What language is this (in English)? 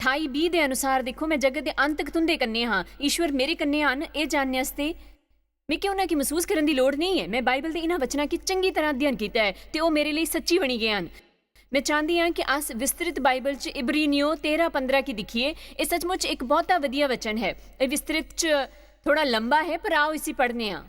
Dogri